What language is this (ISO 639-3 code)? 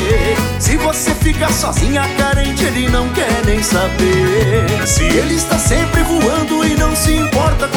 por